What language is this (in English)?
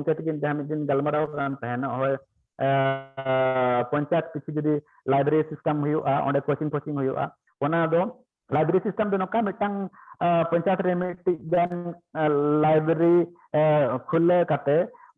Santali